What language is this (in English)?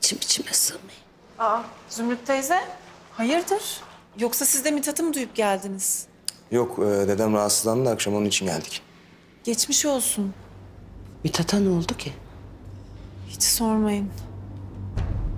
Turkish